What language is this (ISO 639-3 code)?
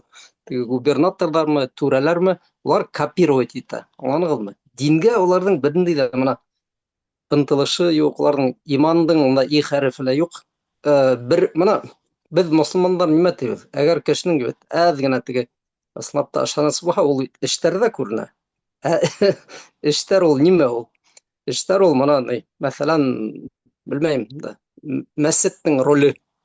bak